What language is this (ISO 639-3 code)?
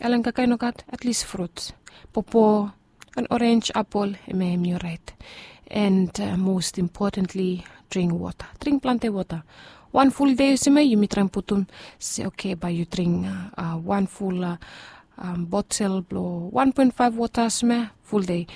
bis